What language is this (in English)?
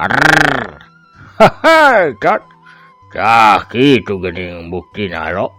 Sundanese